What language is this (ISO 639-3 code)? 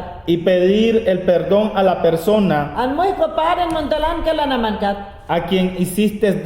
yan